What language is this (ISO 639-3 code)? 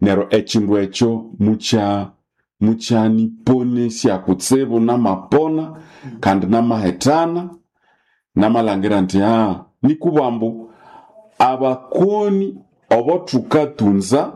nnb